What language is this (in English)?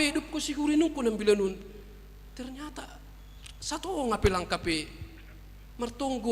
Batak Simalungun